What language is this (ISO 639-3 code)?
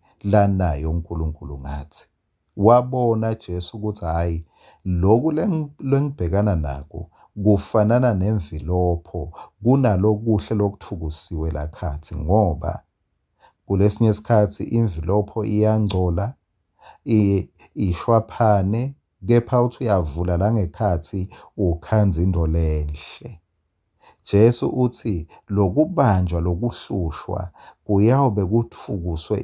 ssw